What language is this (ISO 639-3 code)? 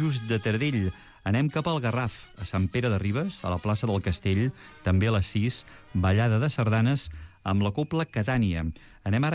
cat